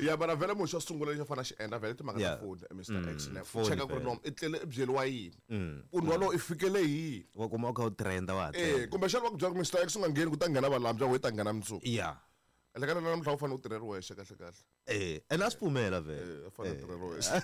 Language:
Tsonga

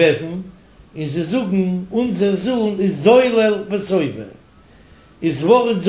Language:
Yiddish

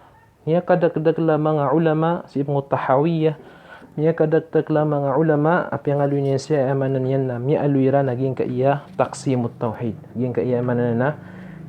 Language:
Maranao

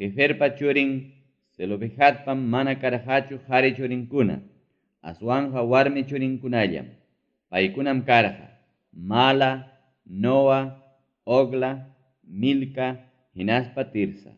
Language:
Ayacucho Quechua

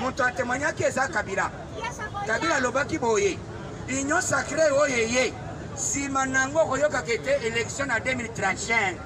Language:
Lingala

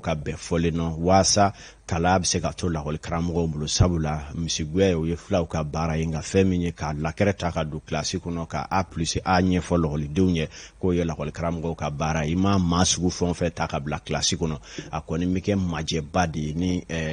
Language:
Bambara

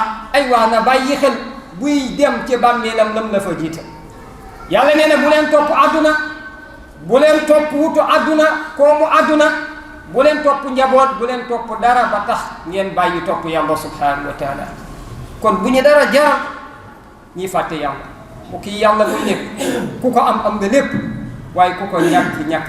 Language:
Wolof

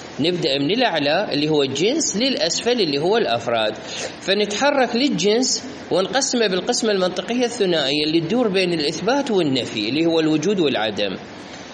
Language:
Mesopotamian Arabic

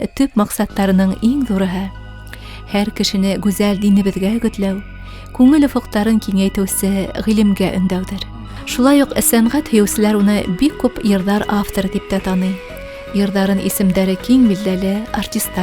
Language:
Bashkir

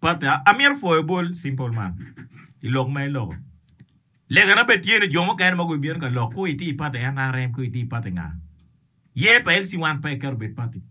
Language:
Acoli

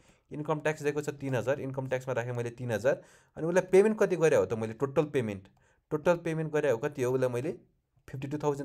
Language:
Nepali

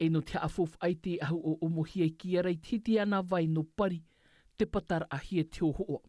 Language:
Tahitian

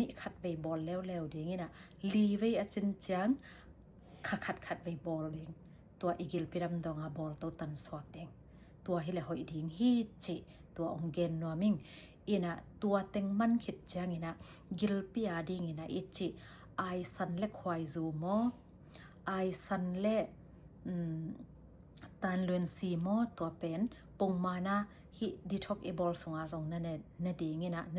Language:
Tedim Chin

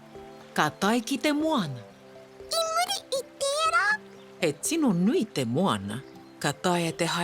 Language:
Māori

